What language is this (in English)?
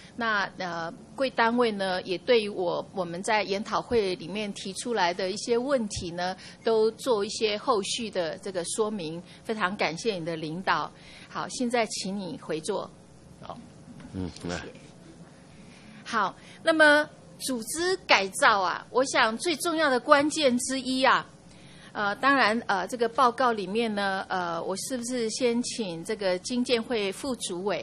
Chinese